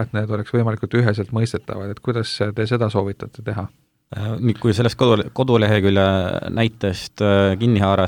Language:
Estonian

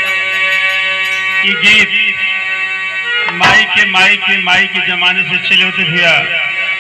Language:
Bhojpuri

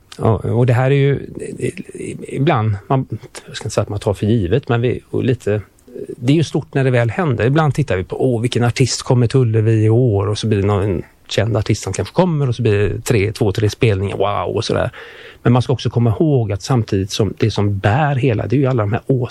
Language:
Swedish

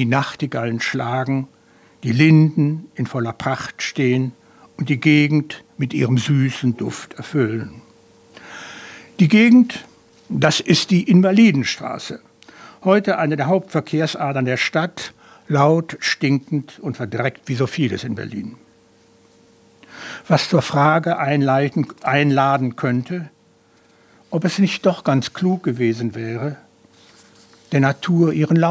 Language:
German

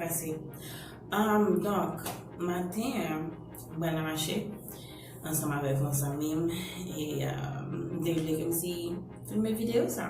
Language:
Haitian Creole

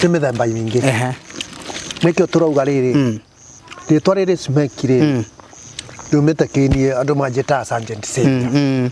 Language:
Kikuyu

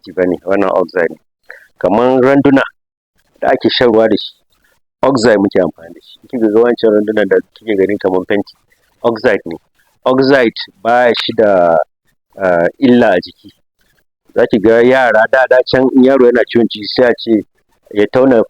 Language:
Hausa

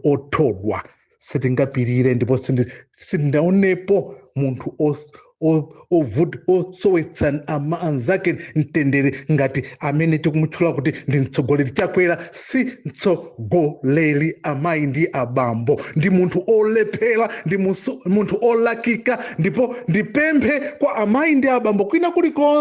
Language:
Nyanja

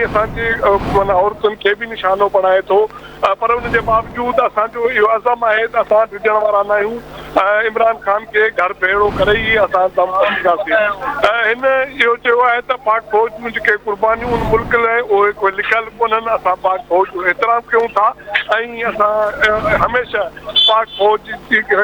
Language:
Sindhi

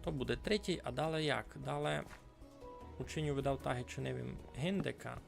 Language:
Rusyn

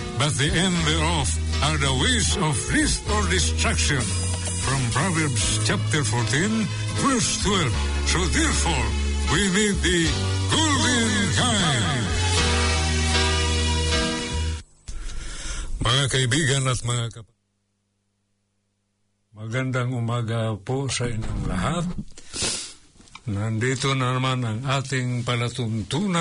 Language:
Filipino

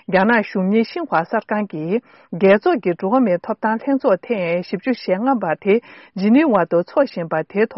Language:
Tibetan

